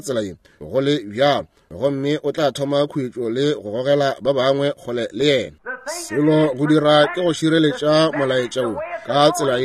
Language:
Northern Sotho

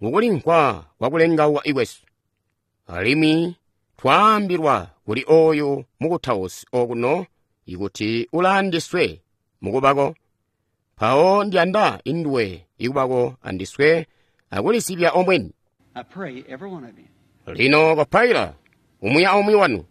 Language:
Tonga (Zambia)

